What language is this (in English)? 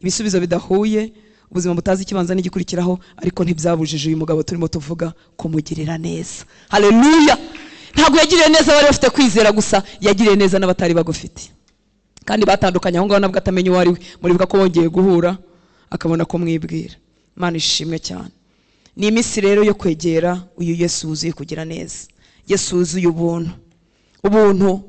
Kinyarwanda